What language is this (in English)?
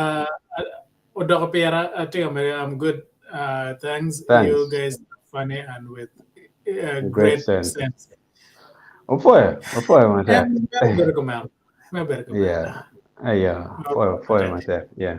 Acoli